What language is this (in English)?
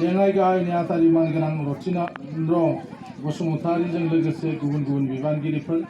Bodo